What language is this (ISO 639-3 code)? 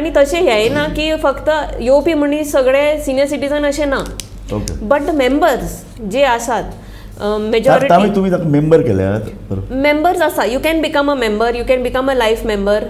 kok